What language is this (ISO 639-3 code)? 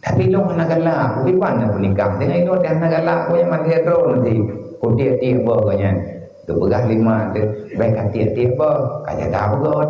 ace